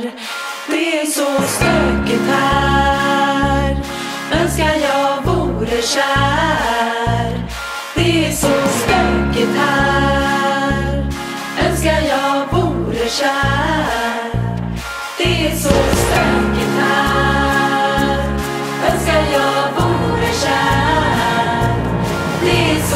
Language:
Swedish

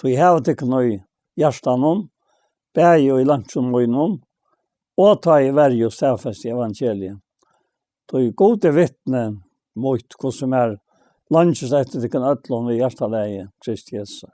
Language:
Faroese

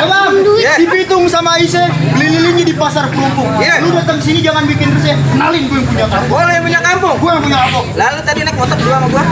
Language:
Betawi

